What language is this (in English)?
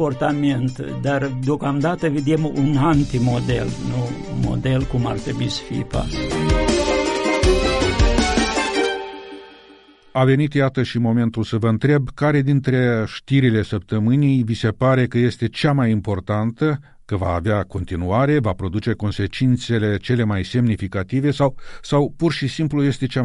Romanian